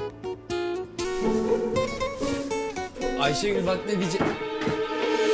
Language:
Turkish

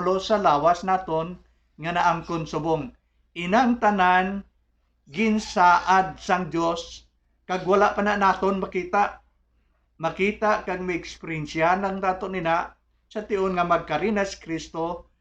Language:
Hiligaynon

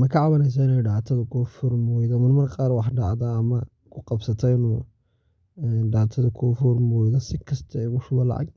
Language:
Somali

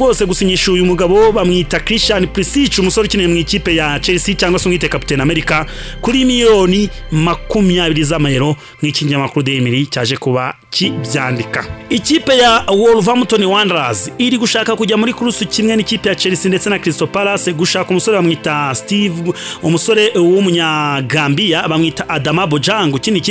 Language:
Kinyarwanda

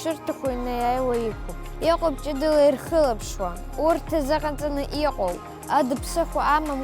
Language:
Abkhazian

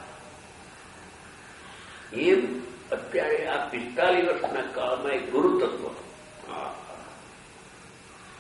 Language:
Gujarati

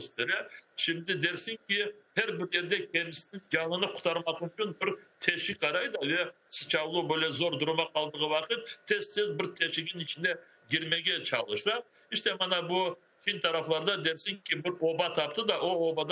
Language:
Crimean Tatar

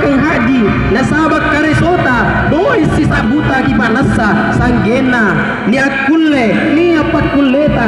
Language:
Makasar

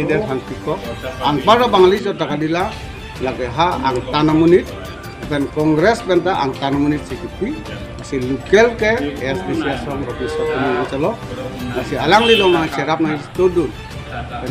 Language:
Karbi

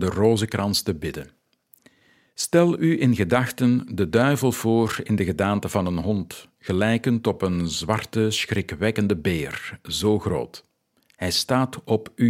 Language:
Dutch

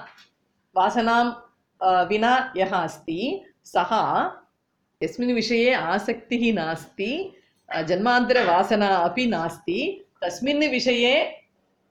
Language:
Sanskrit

